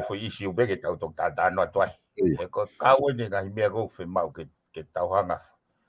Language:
Tongan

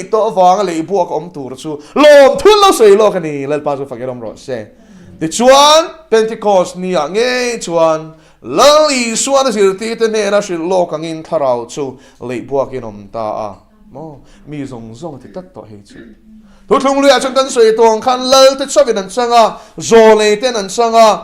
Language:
Mizo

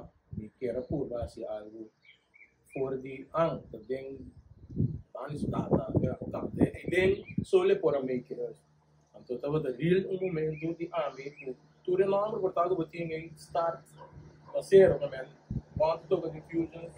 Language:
Papiamento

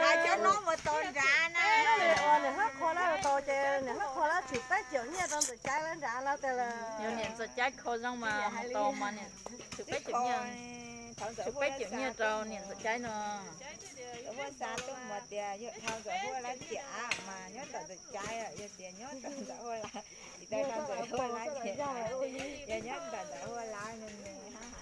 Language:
Hmong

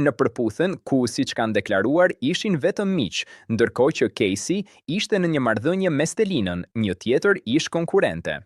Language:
Albanian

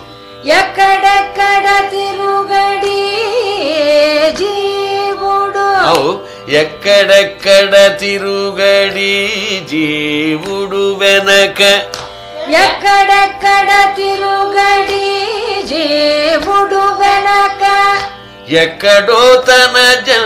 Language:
Telugu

